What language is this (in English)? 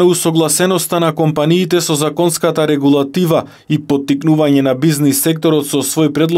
Macedonian